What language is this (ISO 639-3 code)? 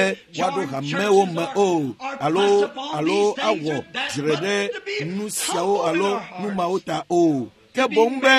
ewe